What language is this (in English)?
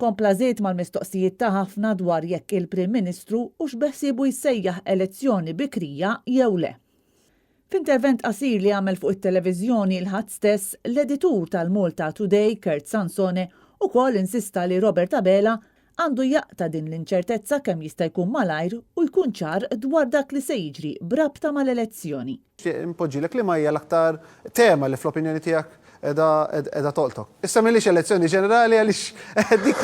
Maltese